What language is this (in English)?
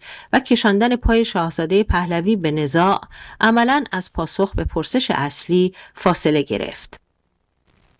Persian